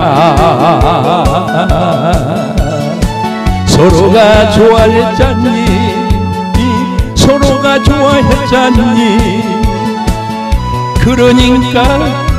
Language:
Korean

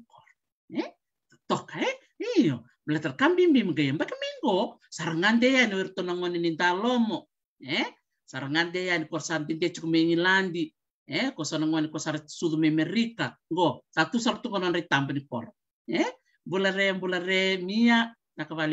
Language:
Fijian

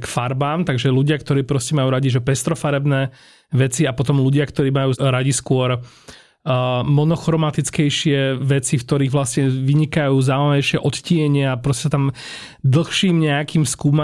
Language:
Slovak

